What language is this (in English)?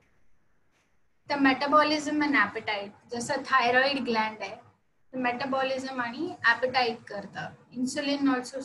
Marathi